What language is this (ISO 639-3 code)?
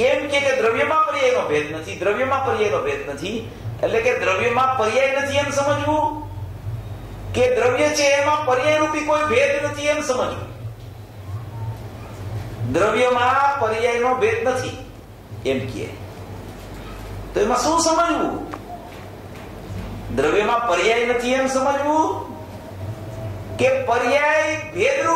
guj